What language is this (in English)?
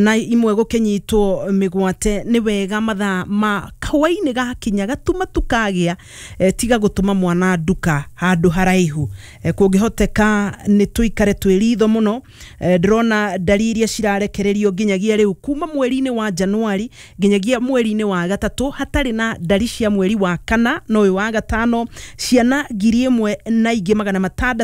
Kikuyu